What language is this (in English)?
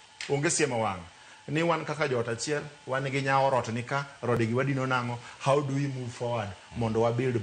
Luo (Kenya and Tanzania)